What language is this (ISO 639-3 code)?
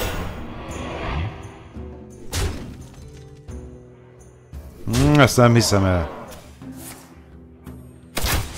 hun